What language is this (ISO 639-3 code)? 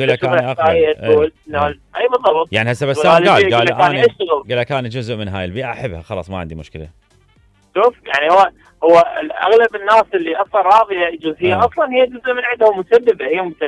acm